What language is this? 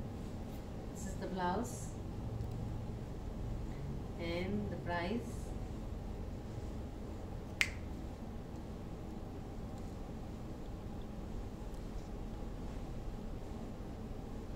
Telugu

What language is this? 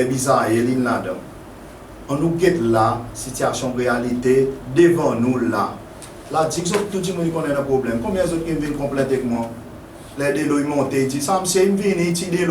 Seselwa Creole French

